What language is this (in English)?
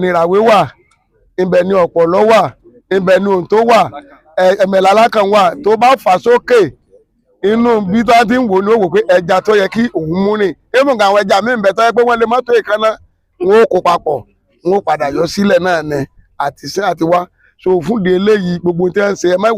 Yoruba